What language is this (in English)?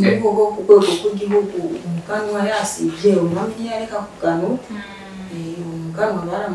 Rundi